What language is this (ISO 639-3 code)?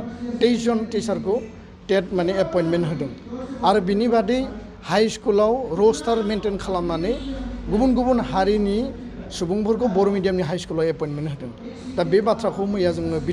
brx